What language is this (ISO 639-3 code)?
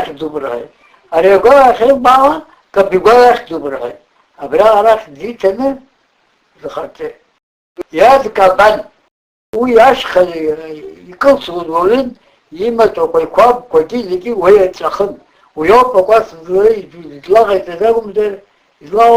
abk